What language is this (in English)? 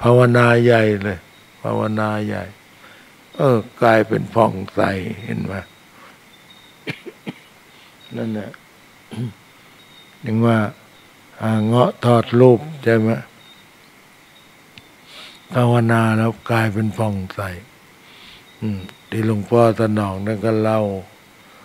Thai